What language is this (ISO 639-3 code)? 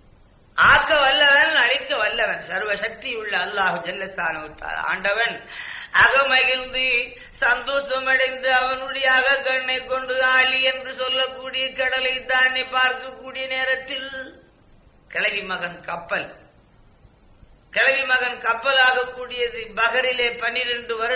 tam